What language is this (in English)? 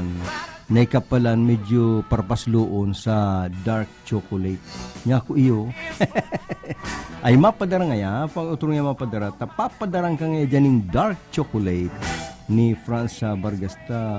Bikol